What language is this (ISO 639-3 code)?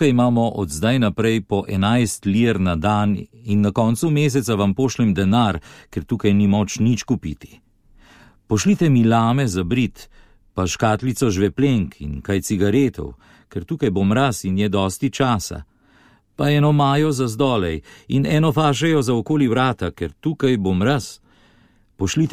slv